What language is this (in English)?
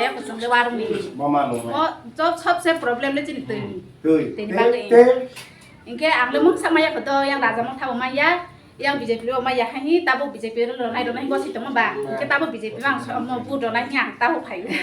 Riang (India)